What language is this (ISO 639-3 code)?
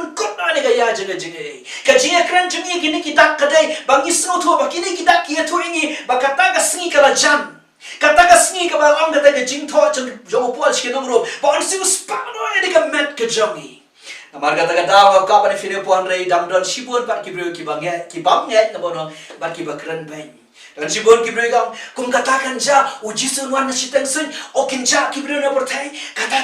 kha